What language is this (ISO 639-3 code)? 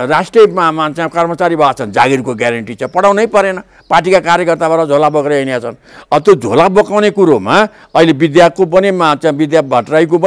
nep